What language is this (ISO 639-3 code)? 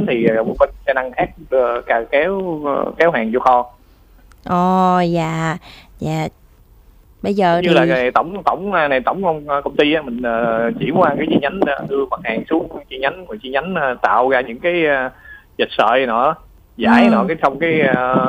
vie